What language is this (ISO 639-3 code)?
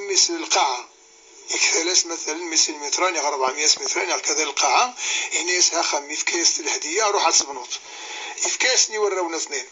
kab